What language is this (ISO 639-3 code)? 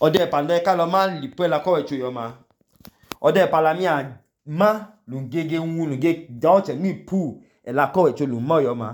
idu